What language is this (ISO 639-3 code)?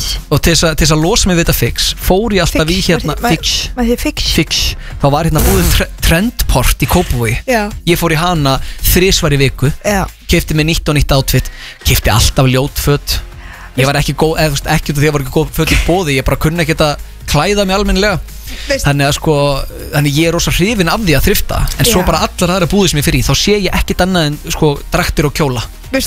isl